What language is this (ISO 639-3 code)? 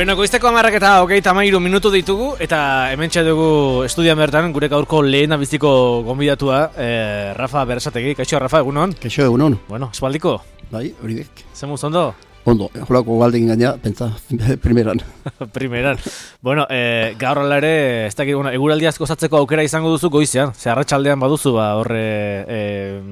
eus